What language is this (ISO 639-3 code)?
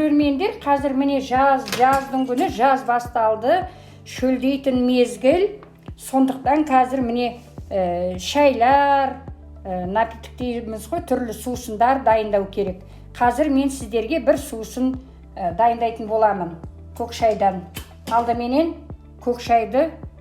kaz